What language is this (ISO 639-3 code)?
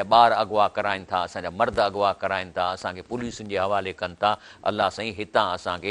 snd